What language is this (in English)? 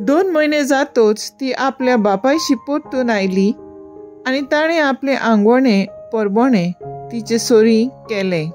Konkani